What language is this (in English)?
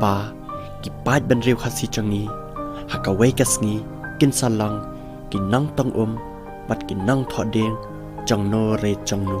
Khasi